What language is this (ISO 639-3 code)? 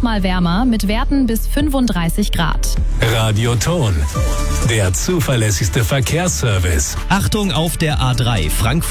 deu